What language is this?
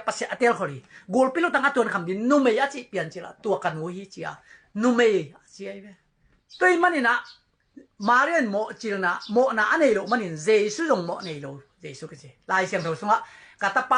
Tedim Chin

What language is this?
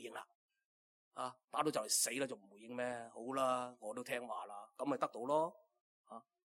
Cantonese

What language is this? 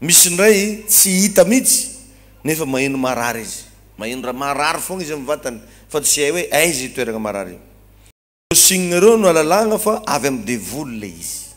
Malagasy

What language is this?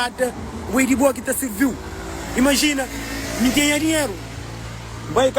Kabuverdianu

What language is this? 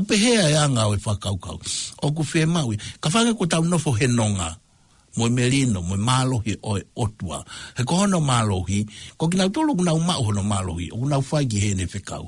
Tongan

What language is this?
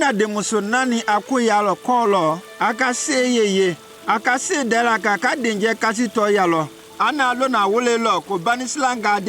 Konyanka Maninka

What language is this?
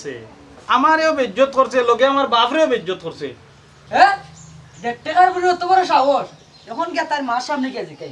Sylheti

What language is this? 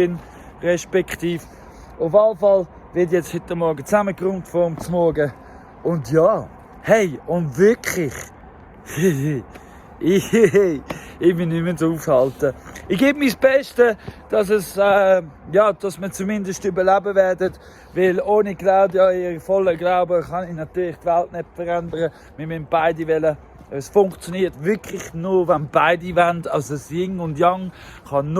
Swiss German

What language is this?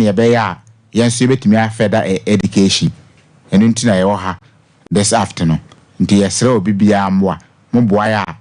Akan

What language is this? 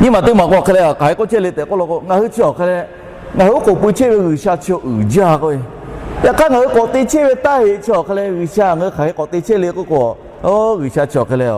Lahu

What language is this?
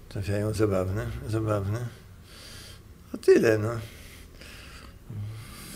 Polish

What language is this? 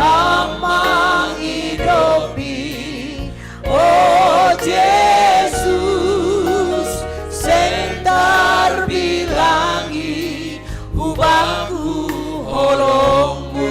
Batak Simalungun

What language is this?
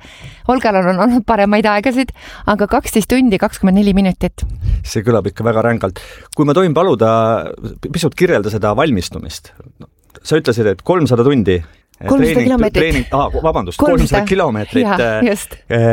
Estonian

